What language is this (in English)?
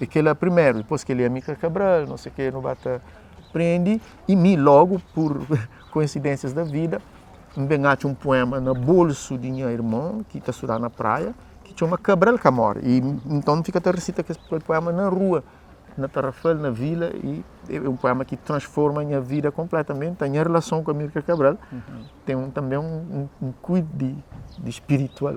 Kabuverdianu